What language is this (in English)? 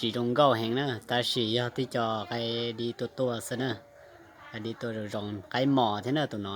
Hmong